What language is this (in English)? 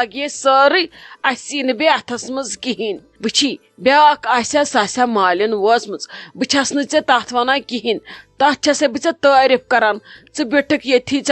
Kashmiri